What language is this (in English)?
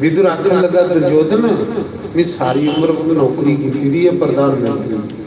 Dogri